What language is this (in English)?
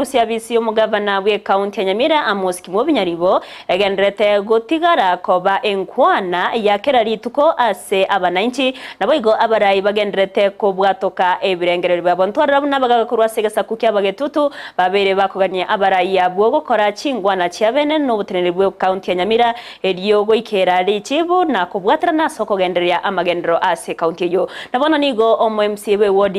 Gusii